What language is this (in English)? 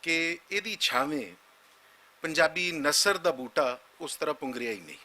Western Panjabi